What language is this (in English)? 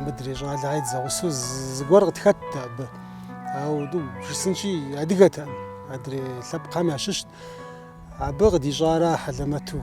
Kabardian